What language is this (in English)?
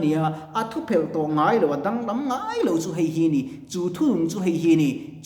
Mizo